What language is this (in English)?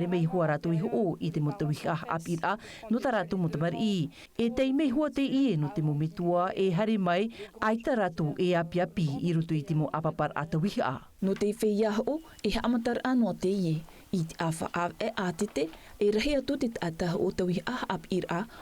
Tahitian